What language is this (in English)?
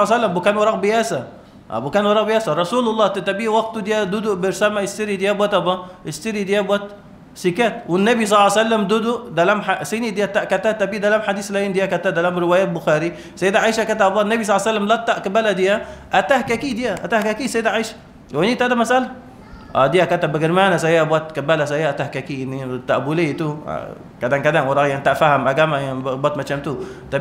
Malay